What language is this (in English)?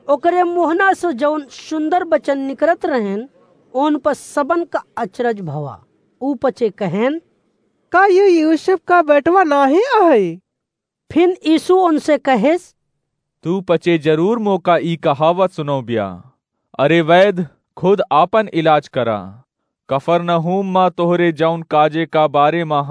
Awadhi